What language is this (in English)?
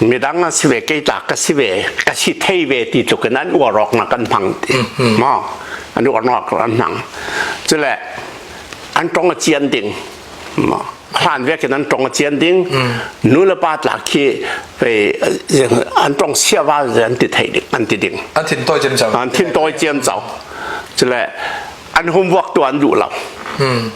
Hakha Chin